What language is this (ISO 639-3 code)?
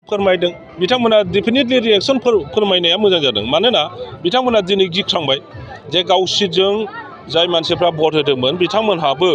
brx